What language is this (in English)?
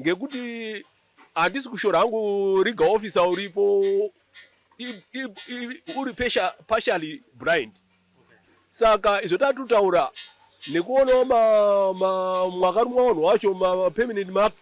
Shona